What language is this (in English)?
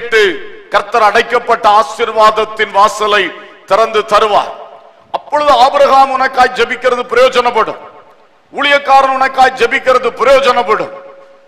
Tamil